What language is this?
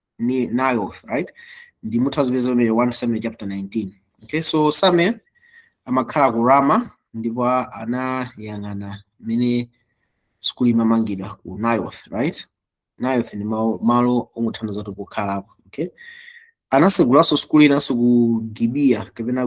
Nyanja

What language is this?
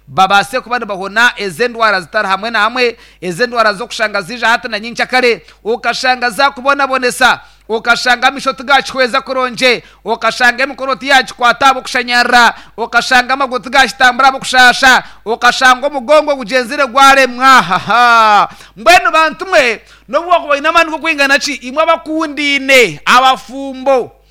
Nyankole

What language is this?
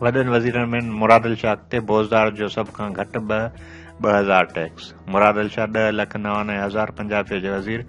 Sindhi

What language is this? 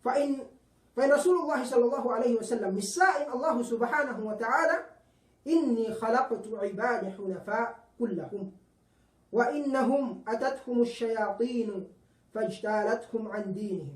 Yakan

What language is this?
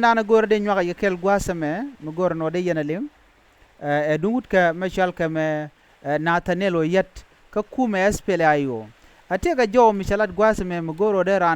Nuer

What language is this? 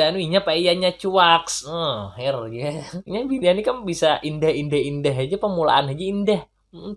Banjar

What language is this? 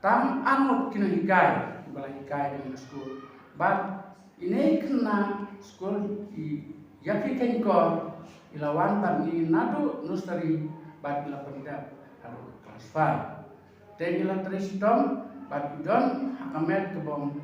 Khasi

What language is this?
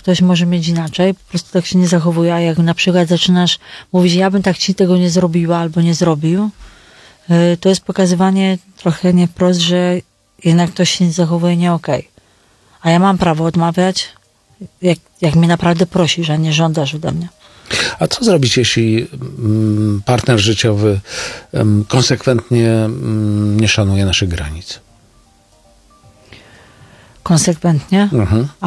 Polish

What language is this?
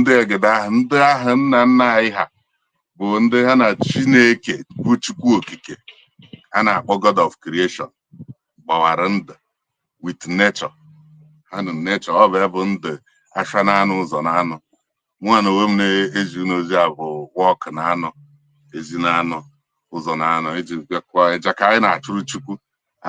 Igbo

